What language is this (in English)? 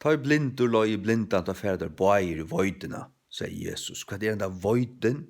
Faroese